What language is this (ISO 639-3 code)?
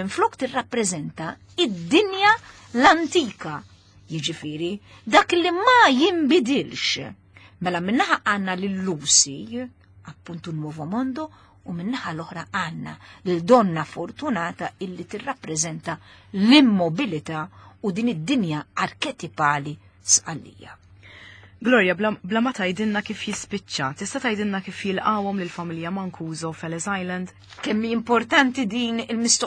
mlt